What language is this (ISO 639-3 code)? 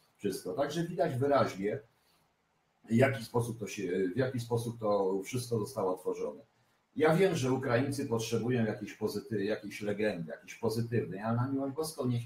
pol